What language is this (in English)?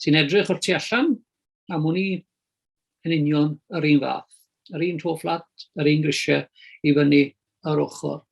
Welsh